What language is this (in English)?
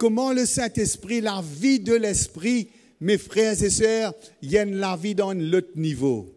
Morisyen